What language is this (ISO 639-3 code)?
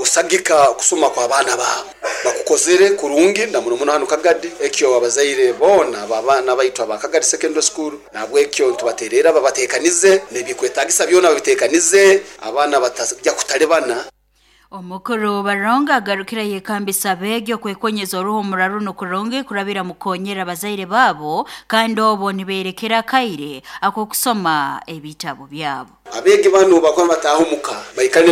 nyo